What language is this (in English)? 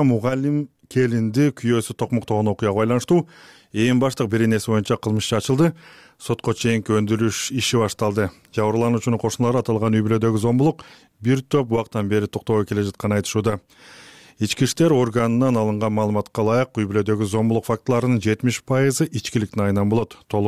Kyrgyz